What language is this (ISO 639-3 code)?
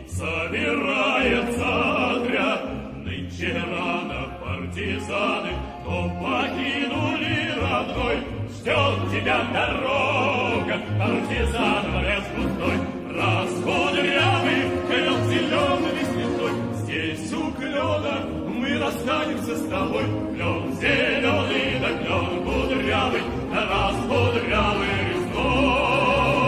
rus